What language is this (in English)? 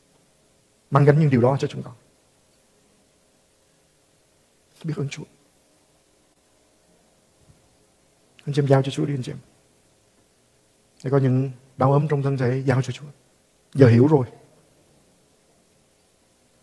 Vietnamese